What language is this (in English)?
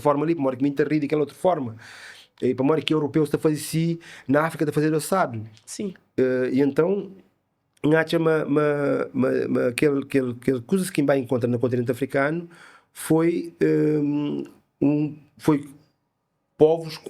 Kabuverdianu